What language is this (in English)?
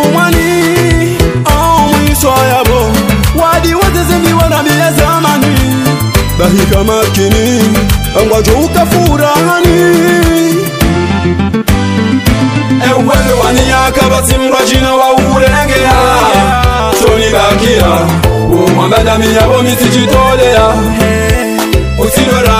Swahili